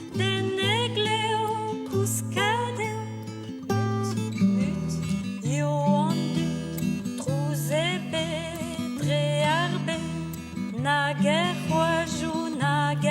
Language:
Breton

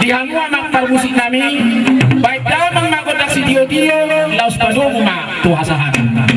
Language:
Batak Toba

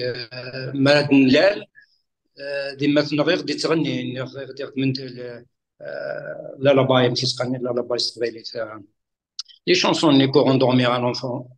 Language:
Kabyle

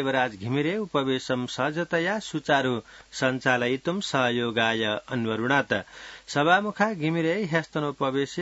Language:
Sanskrit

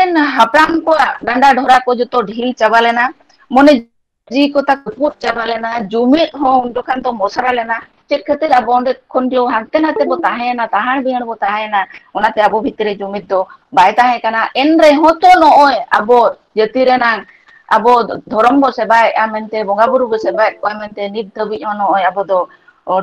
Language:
Santali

